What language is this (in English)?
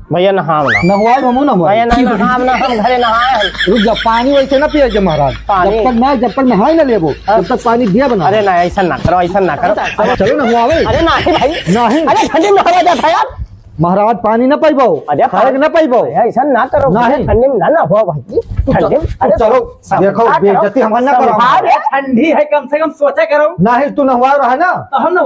Awadhi